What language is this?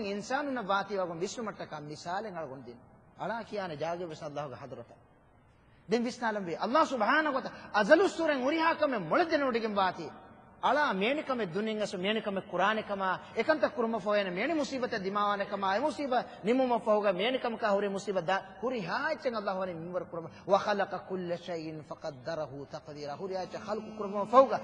Divehi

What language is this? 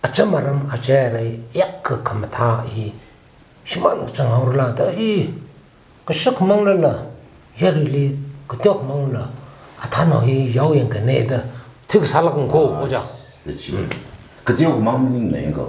Tangkhul Naga (India)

